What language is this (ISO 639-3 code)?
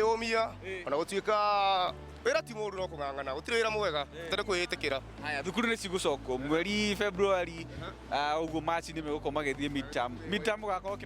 kik